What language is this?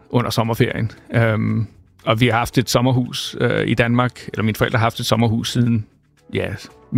Danish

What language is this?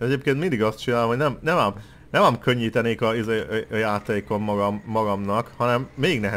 Hungarian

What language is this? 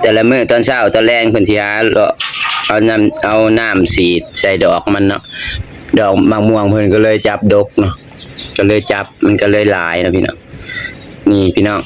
Lao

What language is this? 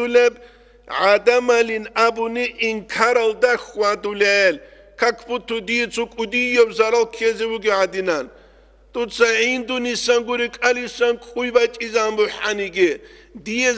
Avaric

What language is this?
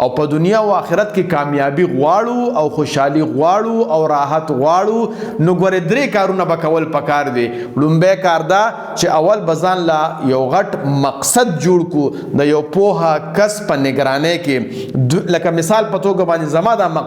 Pashto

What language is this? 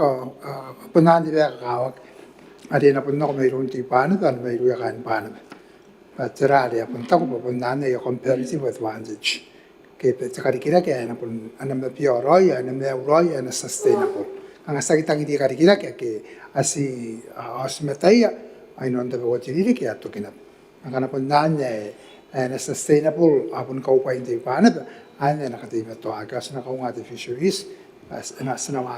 Gilbertese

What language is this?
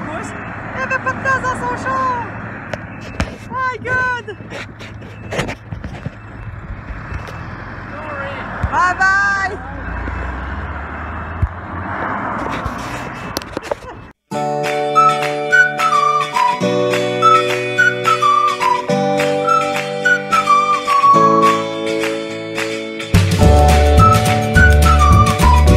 French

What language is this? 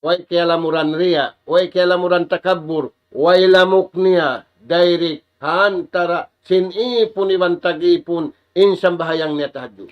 Tausug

